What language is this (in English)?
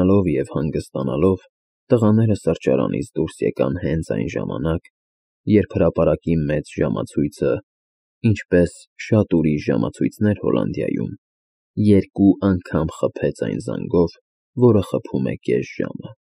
Armenian